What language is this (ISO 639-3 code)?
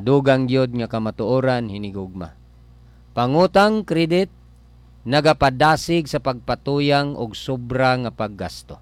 ceb